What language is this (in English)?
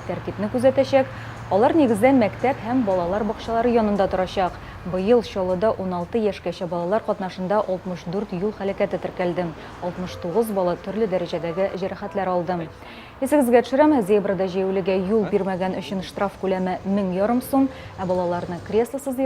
Tatar